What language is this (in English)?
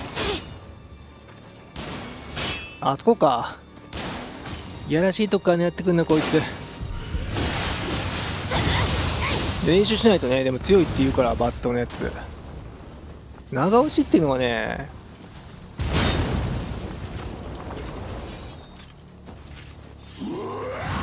Japanese